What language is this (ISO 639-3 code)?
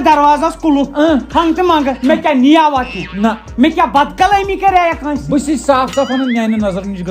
kas